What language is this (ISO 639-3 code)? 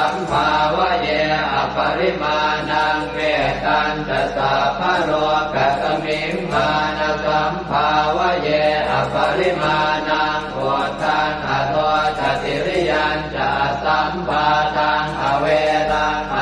pli